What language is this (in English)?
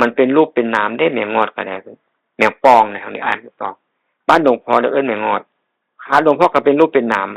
Northeastern Thai